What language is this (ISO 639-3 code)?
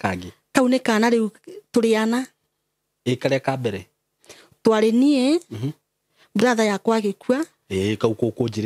kik